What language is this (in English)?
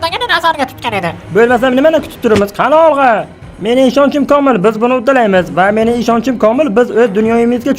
Uzbek